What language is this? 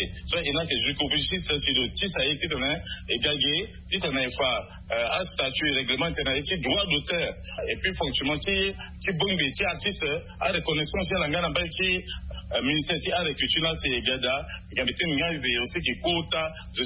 Sango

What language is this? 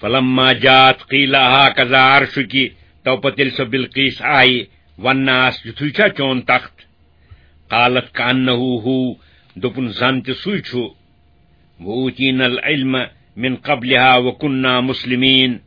Kashmiri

